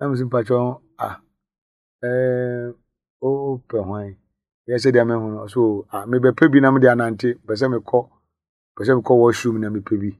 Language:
Akan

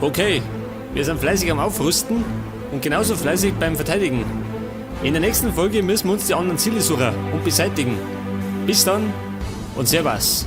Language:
Bavarian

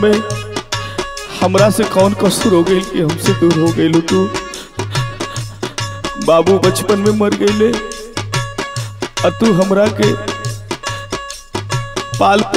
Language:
Bhojpuri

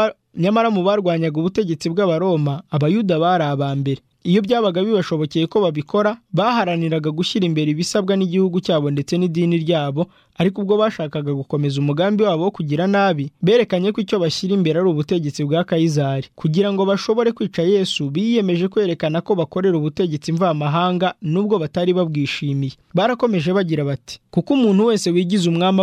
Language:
Kinyarwanda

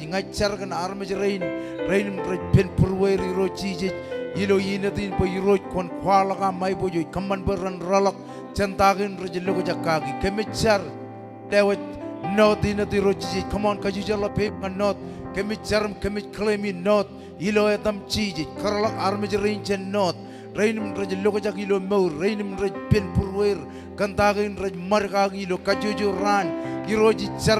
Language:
Marshallese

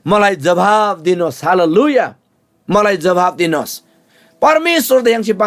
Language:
Eastern Tamang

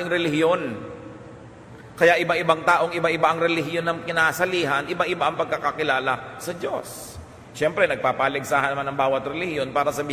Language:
Filipino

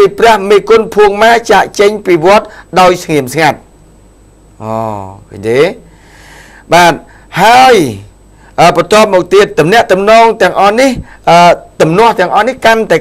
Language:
Khmer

